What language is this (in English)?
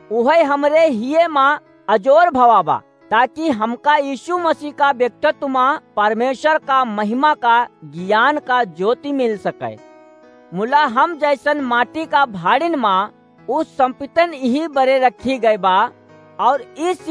Awadhi